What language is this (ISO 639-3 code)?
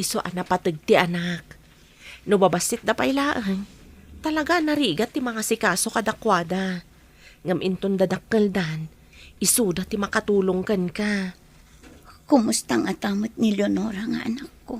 ilo